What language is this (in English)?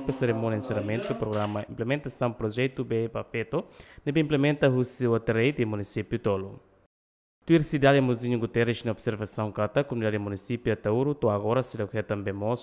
Tetum